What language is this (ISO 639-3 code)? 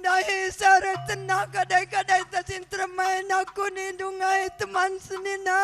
btx